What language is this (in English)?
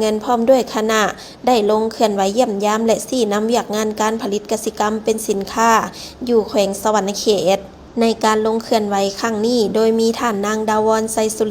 Lao